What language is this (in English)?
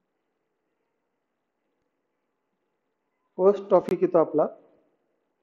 Marathi